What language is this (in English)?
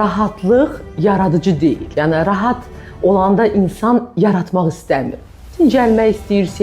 Azerbaijani